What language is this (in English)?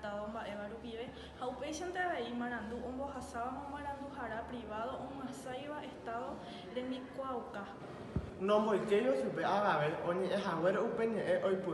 Guarani